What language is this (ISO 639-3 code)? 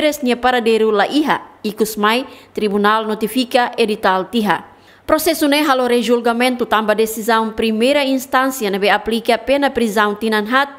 tet